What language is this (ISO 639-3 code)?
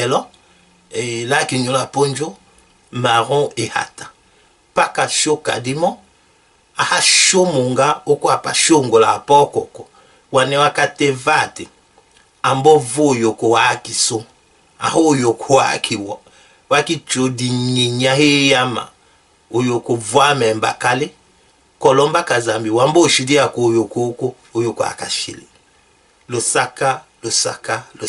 tll